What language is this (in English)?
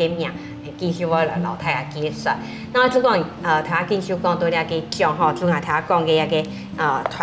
Hakka Chinese